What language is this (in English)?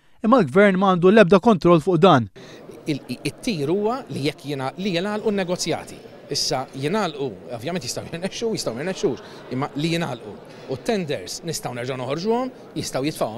Maltese